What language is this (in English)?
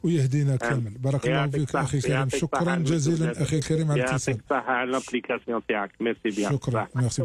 Algerian Arabic